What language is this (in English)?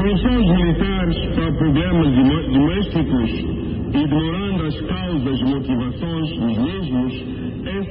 Portuguese